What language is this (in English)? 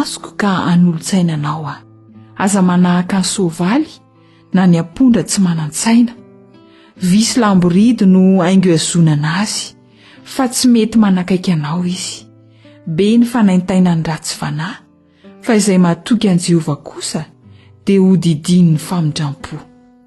Malagasy